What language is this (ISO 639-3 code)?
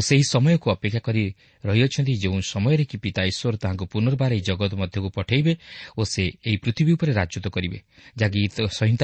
ori